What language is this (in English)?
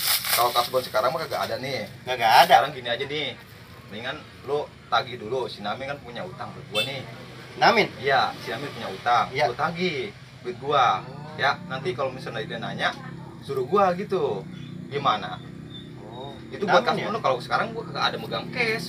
Betawi